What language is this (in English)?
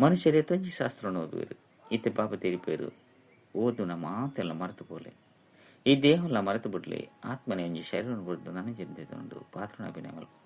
Tulu